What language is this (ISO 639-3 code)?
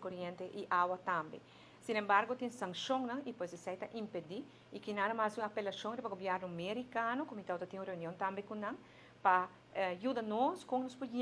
pap